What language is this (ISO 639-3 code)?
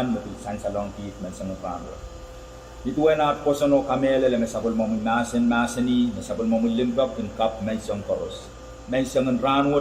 pon